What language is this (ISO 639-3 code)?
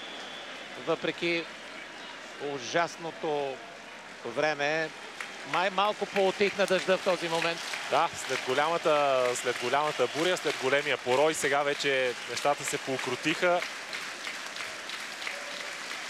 bul